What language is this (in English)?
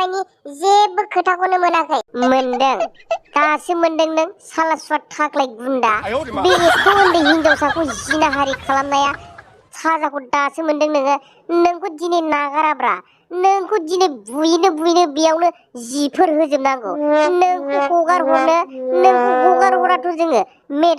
Bodo